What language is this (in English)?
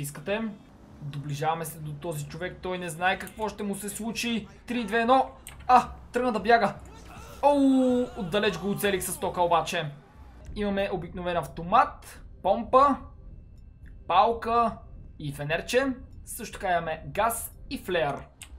Bulgarian